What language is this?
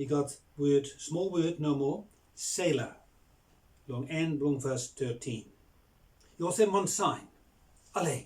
Bislama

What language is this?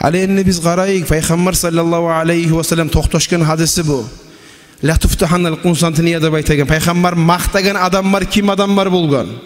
Kumyk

